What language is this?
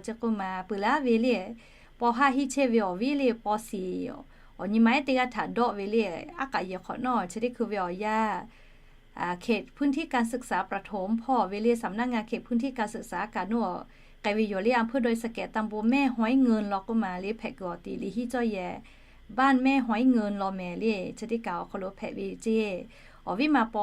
Lahu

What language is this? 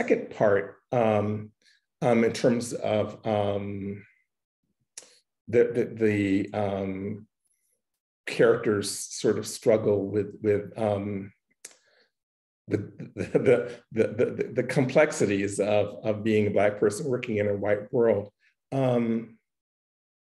English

